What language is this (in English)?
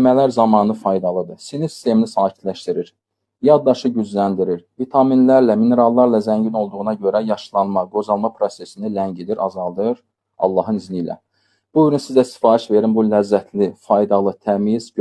Azerbaijani